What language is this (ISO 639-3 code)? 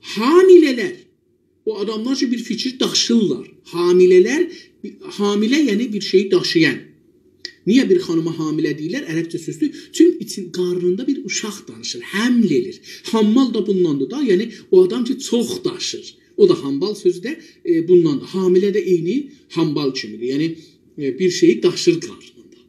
azb